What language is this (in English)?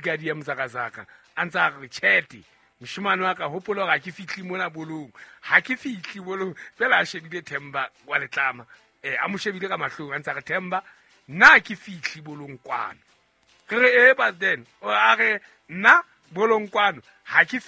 Southern Sotho